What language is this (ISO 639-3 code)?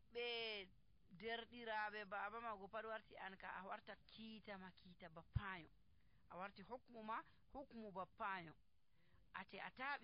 fuv